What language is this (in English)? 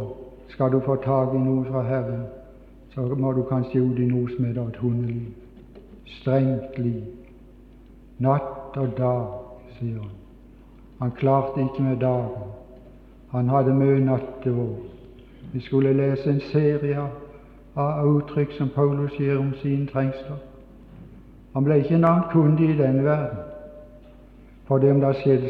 Norwegian